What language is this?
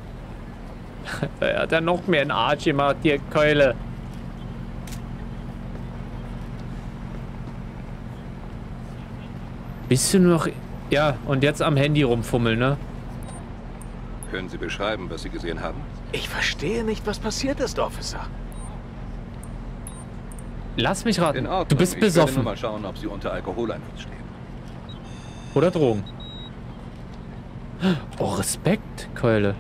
German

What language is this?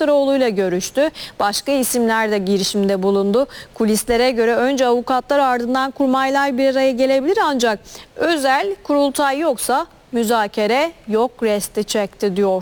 Turkish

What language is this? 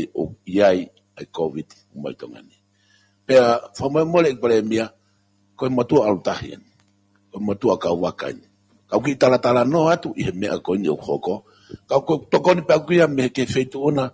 Tongan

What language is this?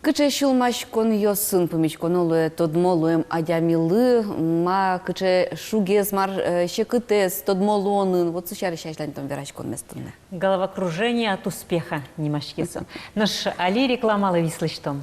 Udmurt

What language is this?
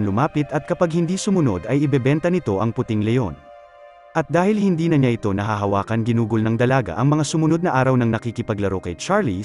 Filipino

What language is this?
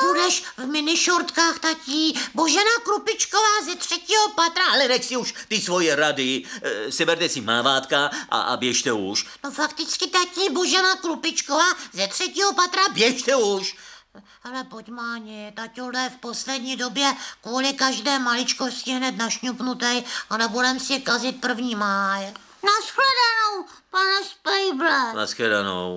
Czech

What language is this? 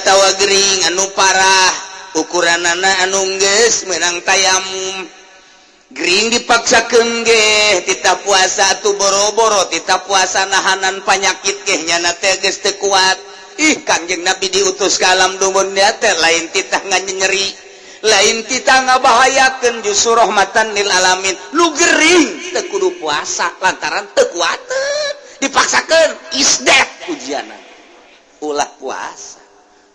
Sundanese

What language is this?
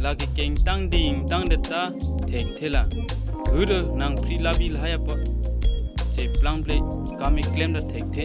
Karbi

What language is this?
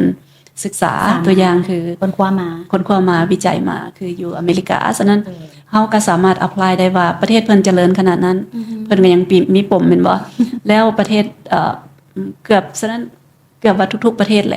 Lao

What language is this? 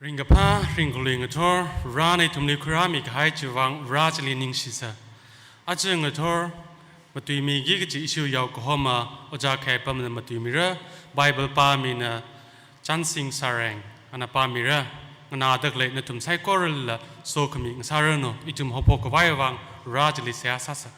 Tangkhul Naga (India)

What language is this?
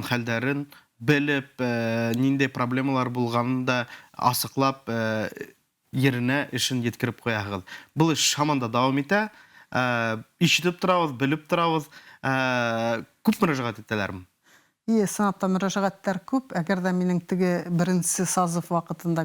Bashkir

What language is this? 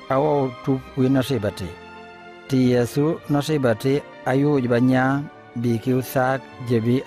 Mankanya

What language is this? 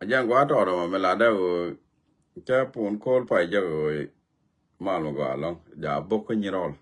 Nuer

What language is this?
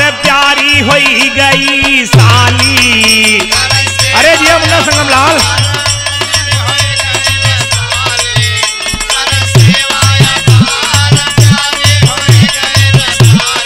Bhojpuri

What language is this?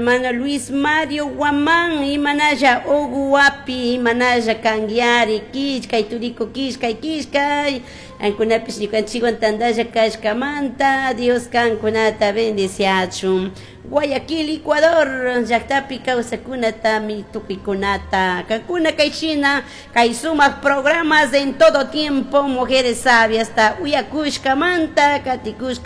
Chimborazo Highland Quichua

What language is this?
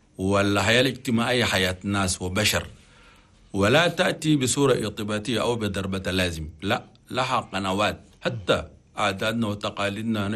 Chadian Arabic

